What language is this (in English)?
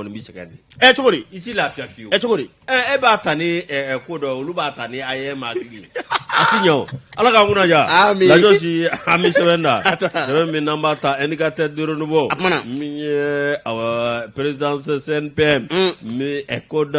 Bambara